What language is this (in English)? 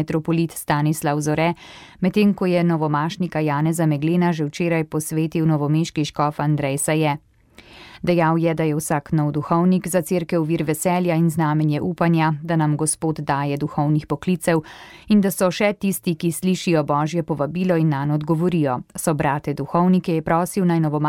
Slovenian